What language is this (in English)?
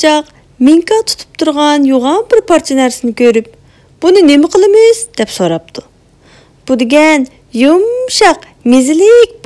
Uyghur